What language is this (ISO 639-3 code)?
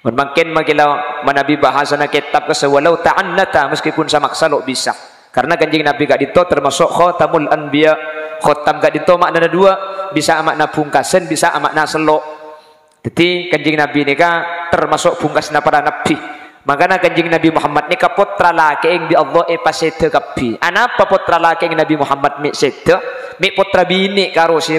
mad